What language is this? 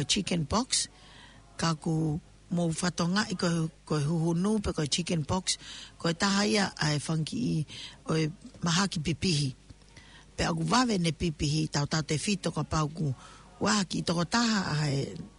Tongan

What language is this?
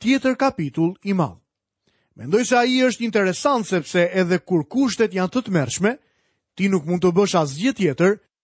Albanian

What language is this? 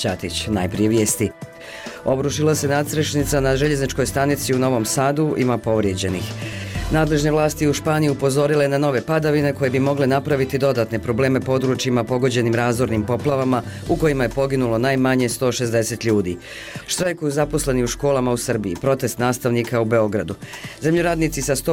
Bosnian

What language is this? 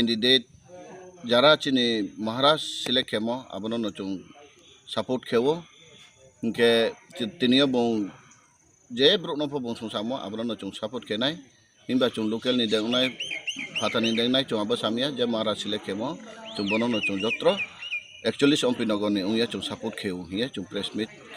Riang (India)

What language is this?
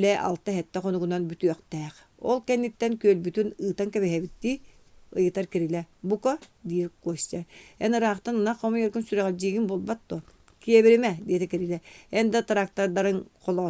Yakut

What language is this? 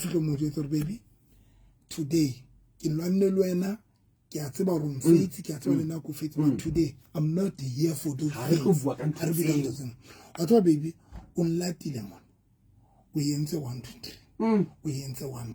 Southern Sotho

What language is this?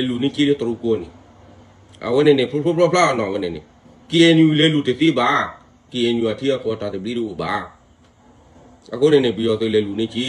S'gaw Karen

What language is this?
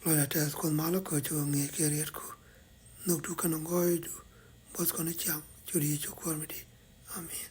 Nuer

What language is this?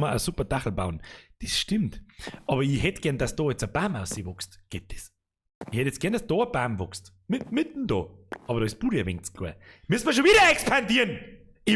Bavarian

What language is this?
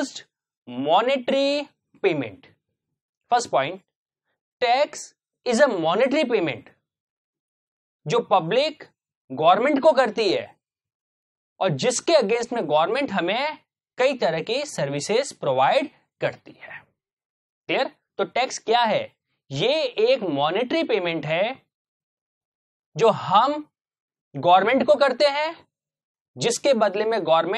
Hindi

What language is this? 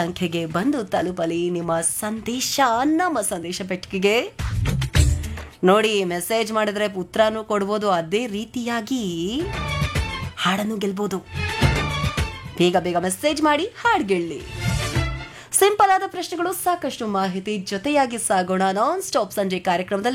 Kannada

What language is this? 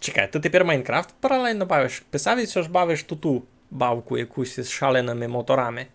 Rusyn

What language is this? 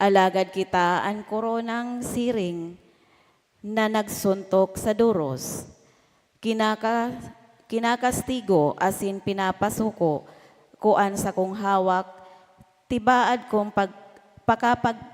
Bikol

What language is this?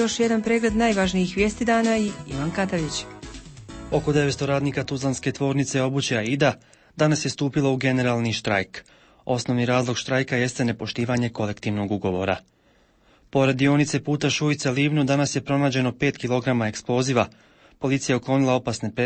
Bosnian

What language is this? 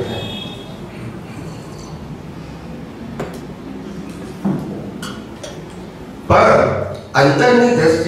Gujarati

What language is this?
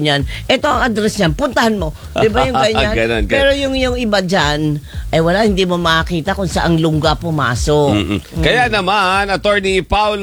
Filipino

